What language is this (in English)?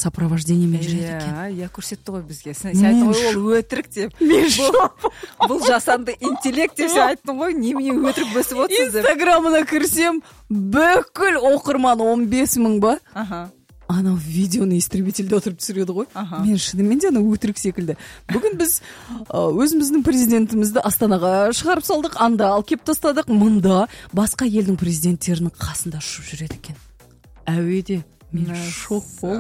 Kazakh